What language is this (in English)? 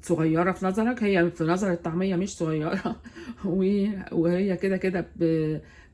Egyptian Arabic